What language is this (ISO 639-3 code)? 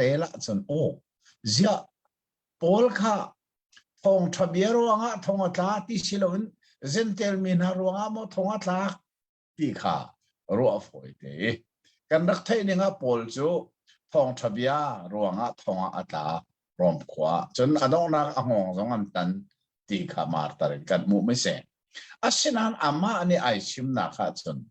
cnh